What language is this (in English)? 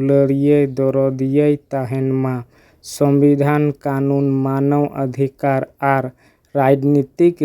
Santali